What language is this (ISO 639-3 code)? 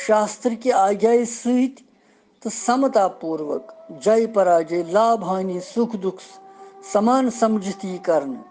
kas